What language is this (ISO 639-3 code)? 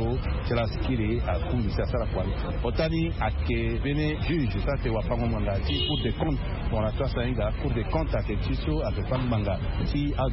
sag